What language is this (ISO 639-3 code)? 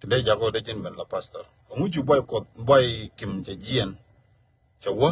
nus